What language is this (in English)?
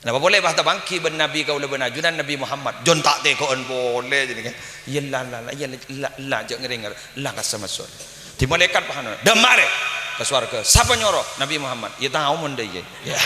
Madurese